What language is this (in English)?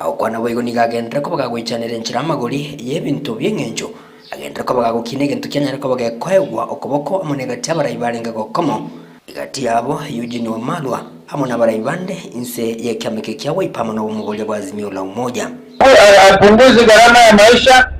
Gusii